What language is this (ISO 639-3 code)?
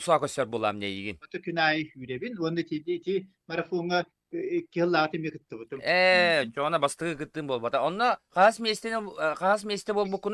sah